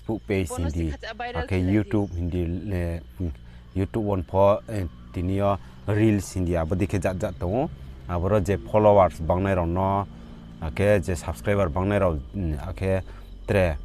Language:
Riang (India)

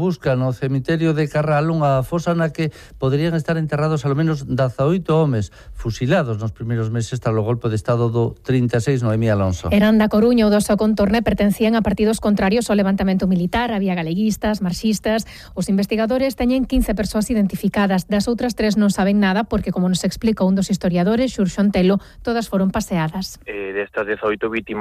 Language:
Galician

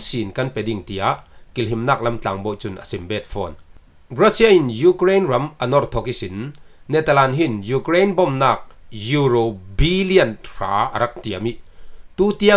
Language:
Falam Chin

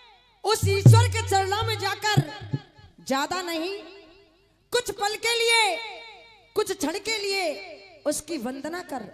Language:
Hindi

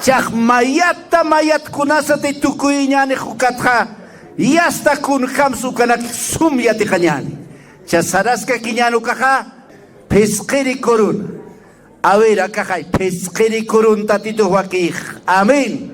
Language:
Aymara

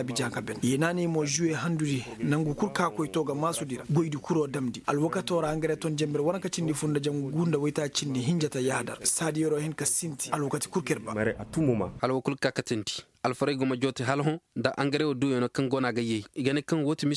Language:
Koyraboro Senni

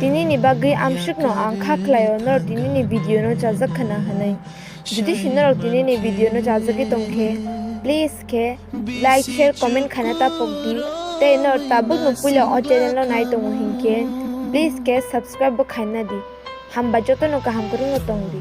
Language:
Kok Borok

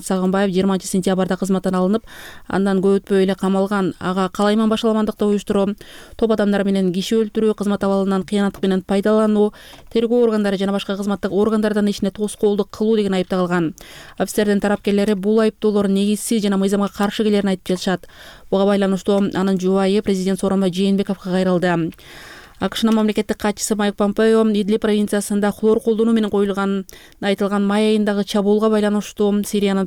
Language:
Kyrgyz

